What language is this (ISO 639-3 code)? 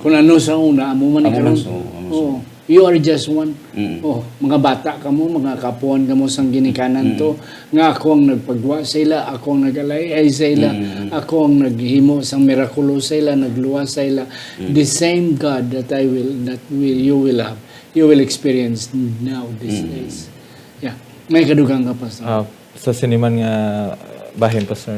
hil